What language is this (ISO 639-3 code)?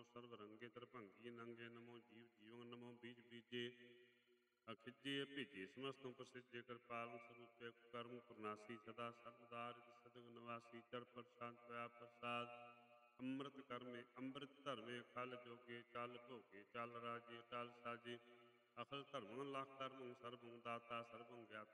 pan